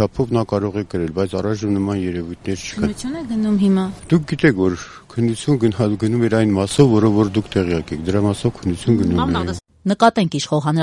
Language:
Armenian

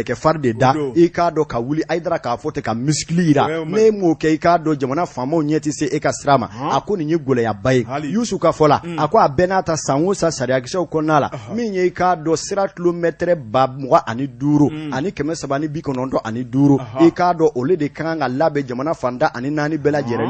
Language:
Bambara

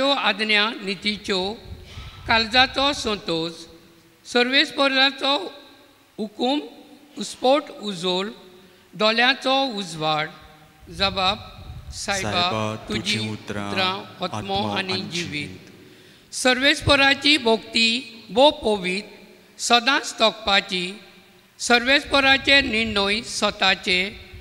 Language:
Konkani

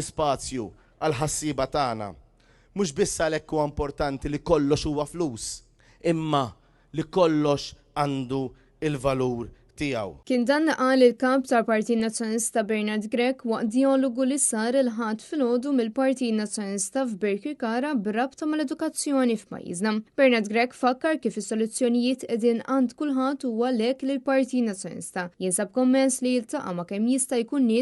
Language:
Maltese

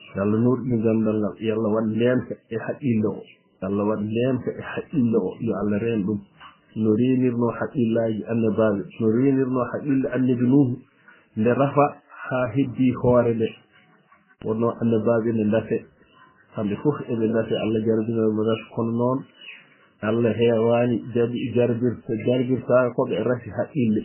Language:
Fula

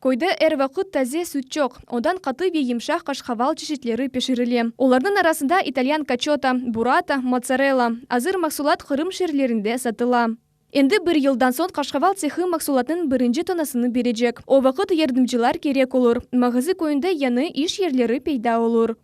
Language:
Crimean Tatar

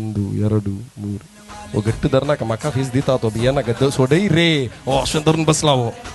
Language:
Konkani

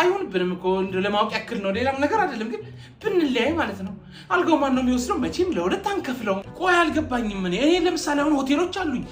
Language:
Amharic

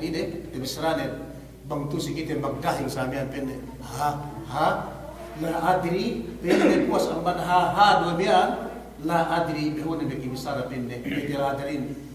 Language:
Yakan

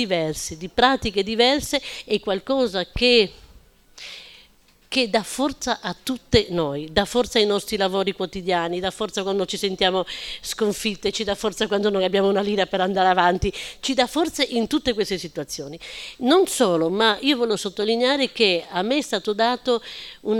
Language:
Italian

